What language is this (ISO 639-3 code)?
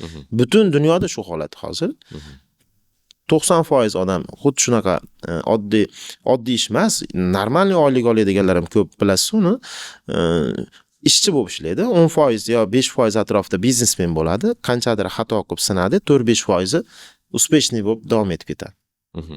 uzb